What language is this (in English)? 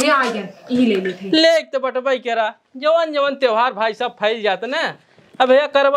Awadhi